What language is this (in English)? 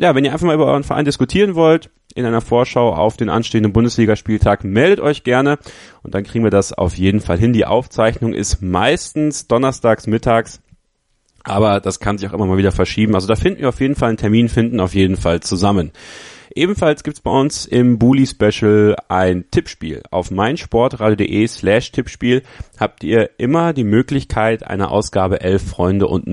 German